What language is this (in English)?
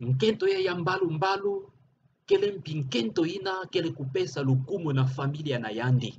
Kituba (Democratic Republic of Congo)